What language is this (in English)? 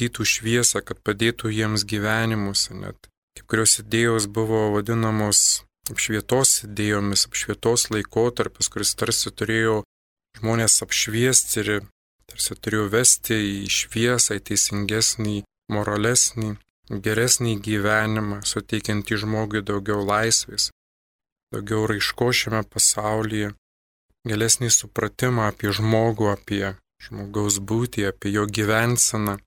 Lithuanian